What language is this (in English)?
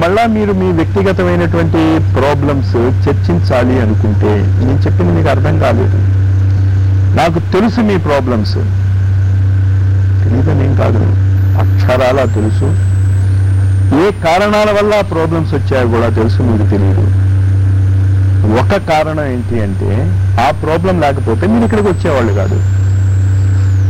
Telugu